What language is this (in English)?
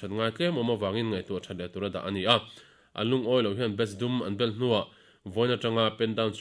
Mizo